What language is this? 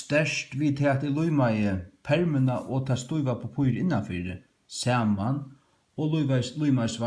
Faroese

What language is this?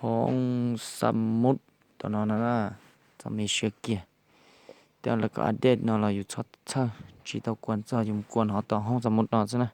Hmong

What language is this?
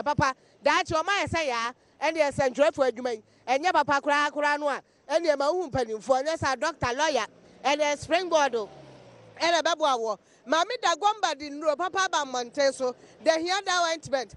Akan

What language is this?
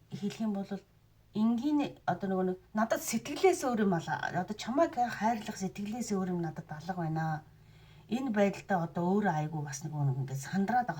Mongolian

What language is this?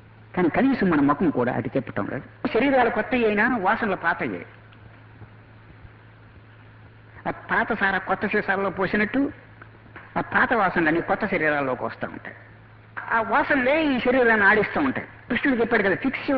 Telugu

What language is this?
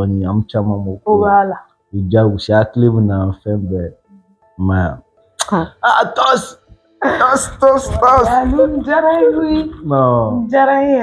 Bambara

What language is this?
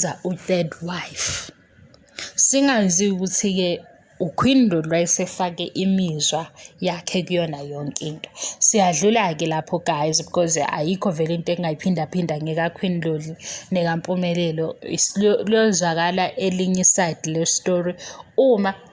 Zulu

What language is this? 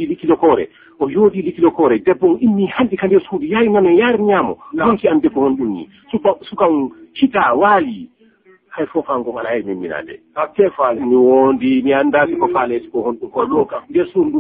Fula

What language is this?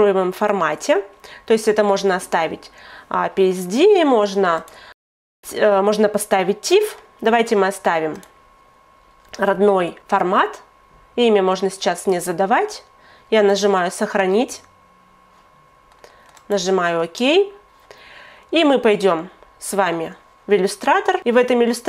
Russian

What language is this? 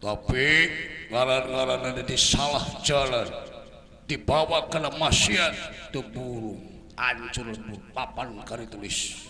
Sundanese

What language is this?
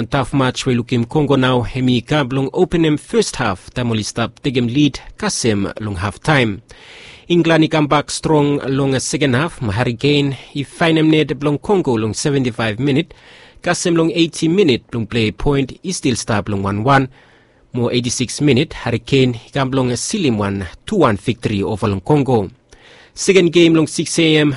Bislama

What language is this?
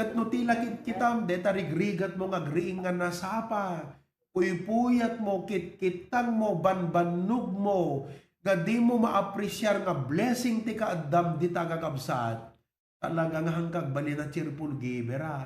Iloko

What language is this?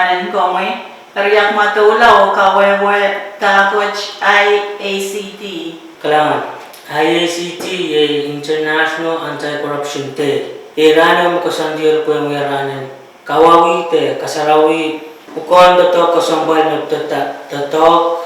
Pohnpeian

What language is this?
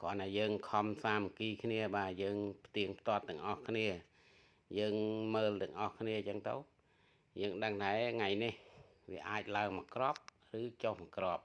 Khmer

